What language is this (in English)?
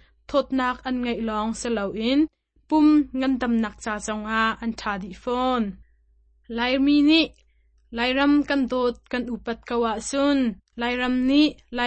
Hakha Chin